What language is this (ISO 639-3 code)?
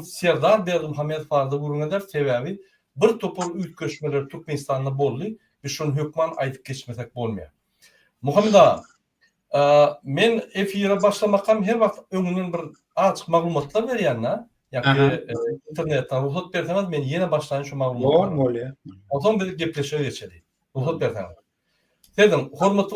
tuk